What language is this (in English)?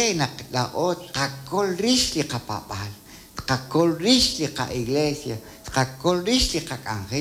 Kekchí